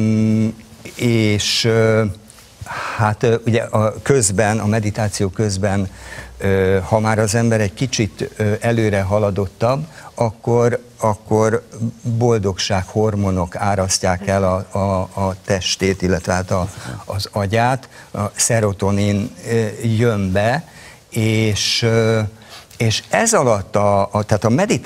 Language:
Hungarian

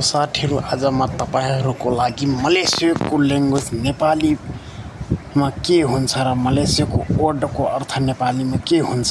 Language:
Nepali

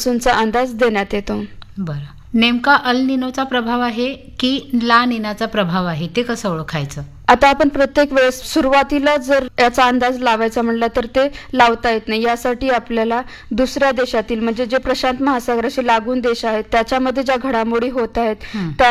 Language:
Marathi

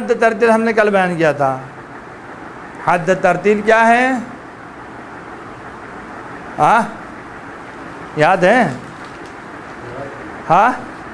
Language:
Urdu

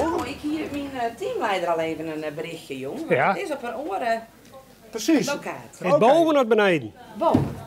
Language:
Western Frisian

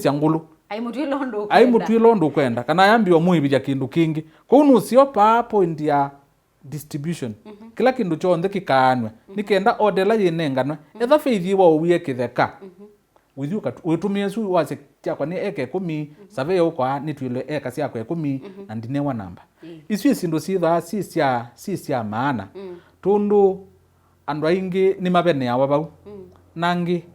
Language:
Kamba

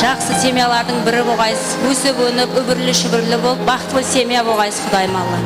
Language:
Kara-Kalpak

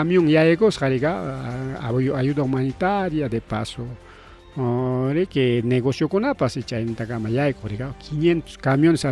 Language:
Ayacucho Quechua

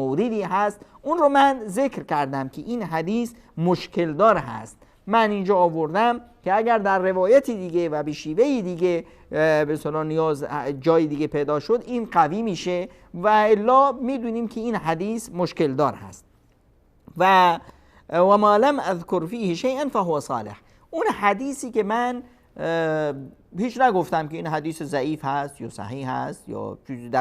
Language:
Persian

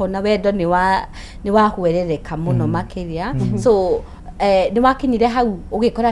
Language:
Kikuyu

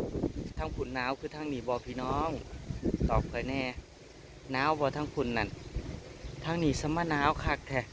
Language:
Northeastern Thai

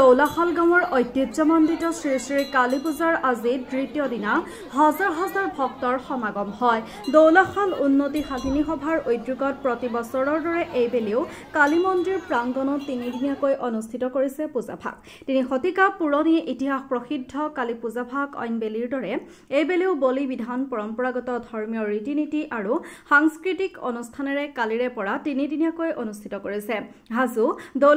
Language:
Assamese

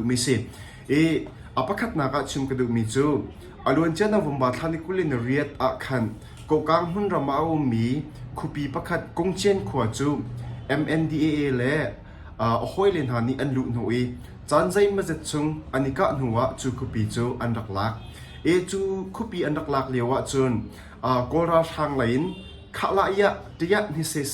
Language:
Hakha Chin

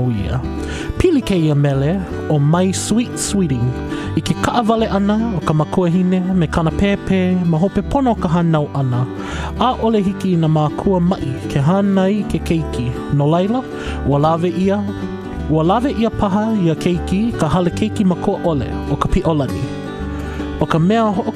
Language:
Hawaiian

